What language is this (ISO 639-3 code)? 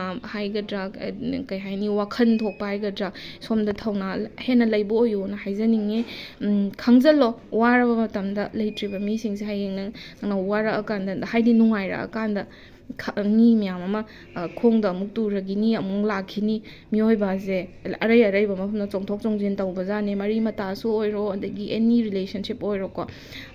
mni